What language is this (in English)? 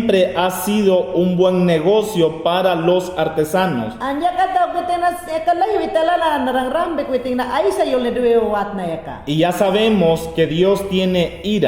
Mayangna